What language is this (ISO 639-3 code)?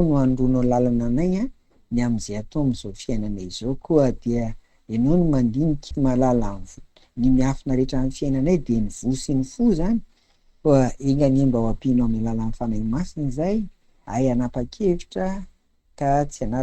mlg